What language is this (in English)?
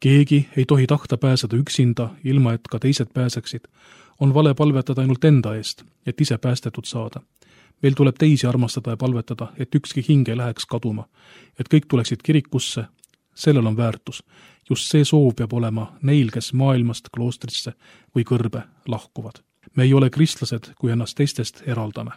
Estonian